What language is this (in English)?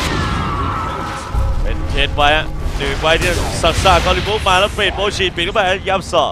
Thai